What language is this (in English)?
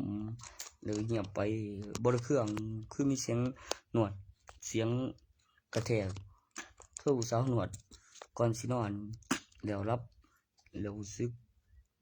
Northeastern Thai